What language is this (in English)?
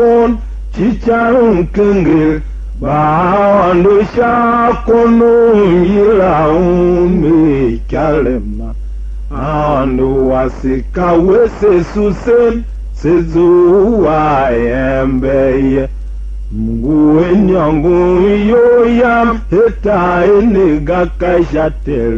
Tiv